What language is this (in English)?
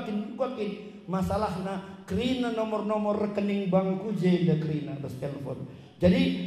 Batak Karo